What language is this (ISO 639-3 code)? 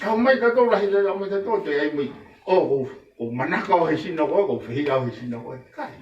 ton